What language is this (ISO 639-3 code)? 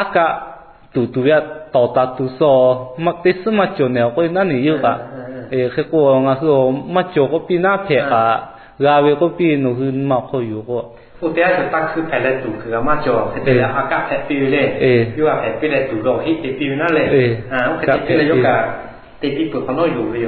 lhu